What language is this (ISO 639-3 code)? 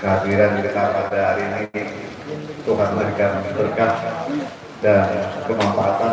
bjn